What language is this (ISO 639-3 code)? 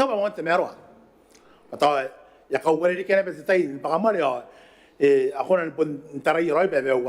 gil